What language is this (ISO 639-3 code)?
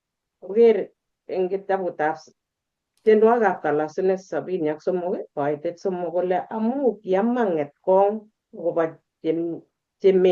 kln